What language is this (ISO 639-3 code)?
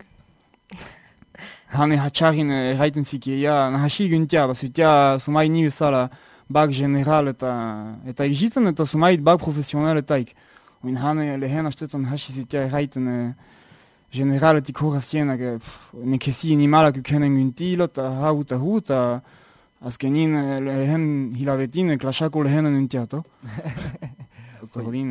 eus